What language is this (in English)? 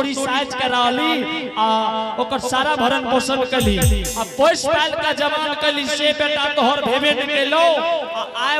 Angika